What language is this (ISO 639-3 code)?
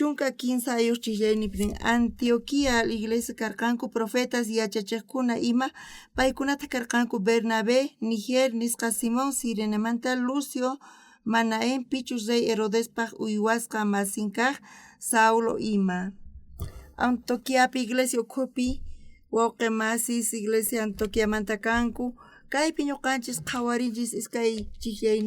quh